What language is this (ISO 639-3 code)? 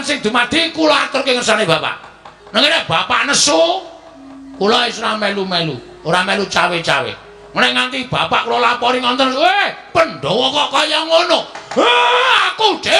jav